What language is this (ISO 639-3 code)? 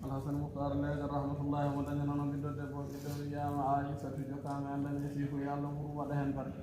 ful